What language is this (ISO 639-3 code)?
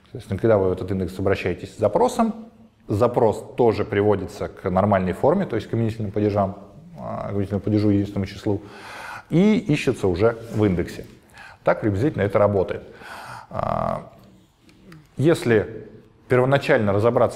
rus